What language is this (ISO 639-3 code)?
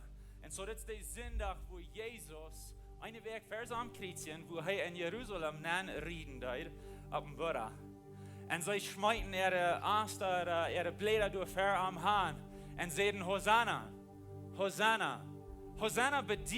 pdt